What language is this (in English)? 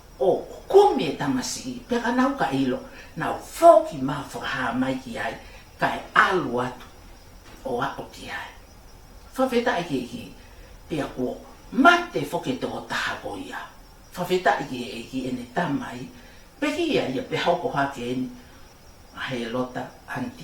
Tongan